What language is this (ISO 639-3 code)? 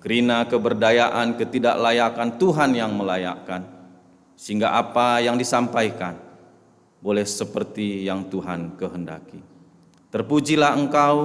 btx